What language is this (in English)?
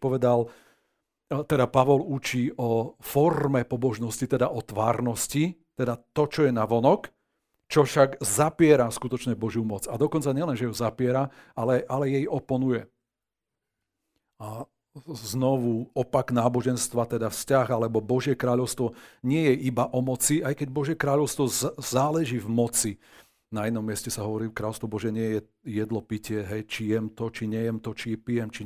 Slovak